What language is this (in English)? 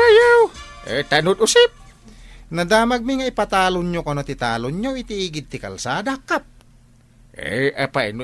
Iloko